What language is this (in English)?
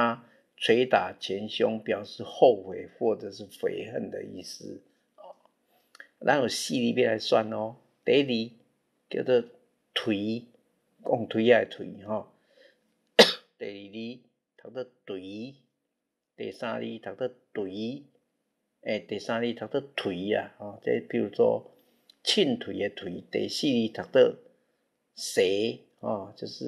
Min Nan Chinese